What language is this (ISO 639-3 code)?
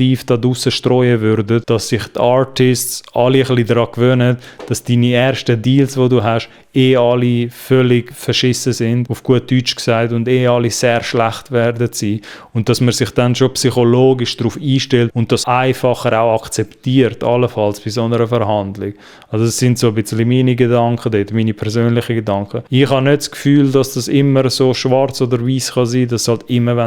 gsw